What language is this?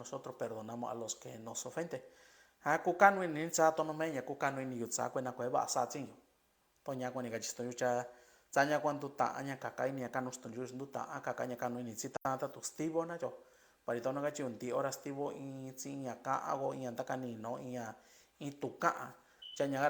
Mixtepec Mixtec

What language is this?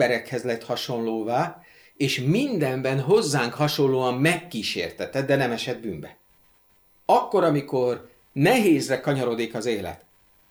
Hungarian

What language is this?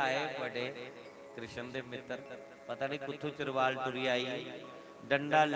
Dogri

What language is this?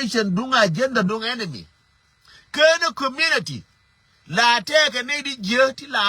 Nuer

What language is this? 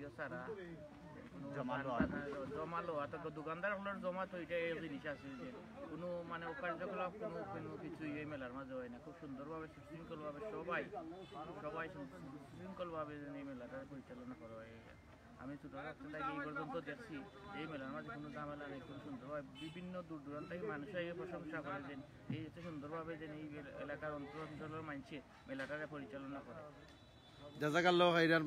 Sylheti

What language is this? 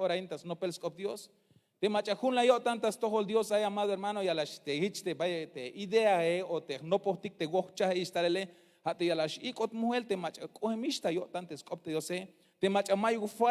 Tzeltal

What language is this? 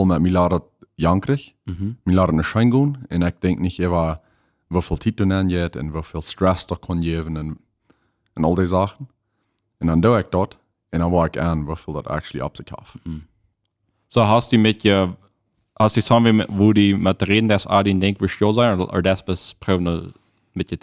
Plautdietsch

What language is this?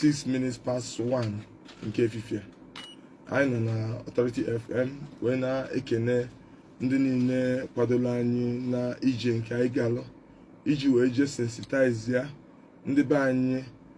Igbo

